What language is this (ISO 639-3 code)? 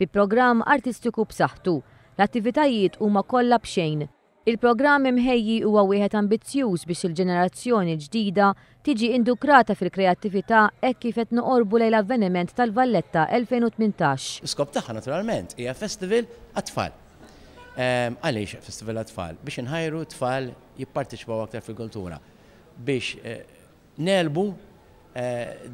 mlt